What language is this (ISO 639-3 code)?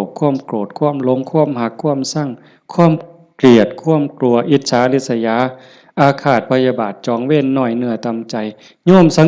lao